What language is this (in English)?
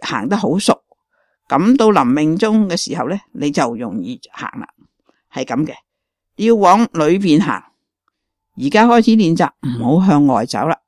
Cantonese